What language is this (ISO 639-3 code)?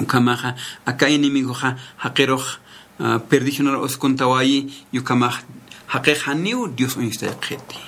aym